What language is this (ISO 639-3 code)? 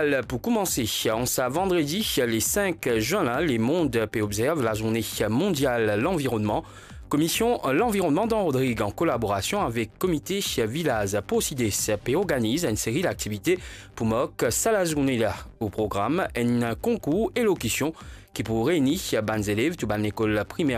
mfe